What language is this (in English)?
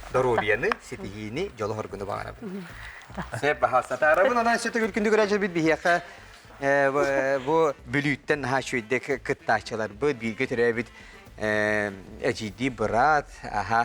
Yakut